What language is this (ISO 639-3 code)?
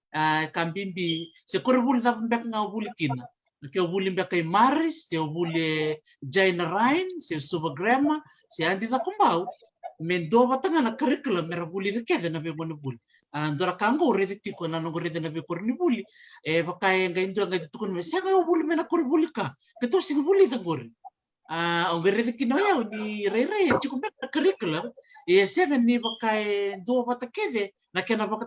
fij